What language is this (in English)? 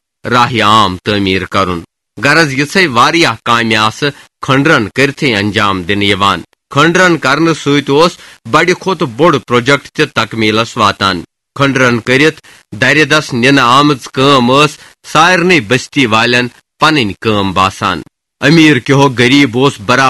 Kashmiri